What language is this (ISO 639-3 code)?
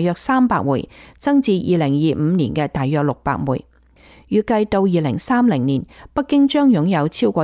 yue